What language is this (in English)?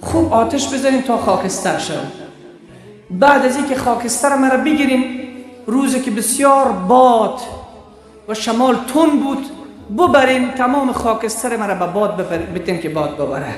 Persian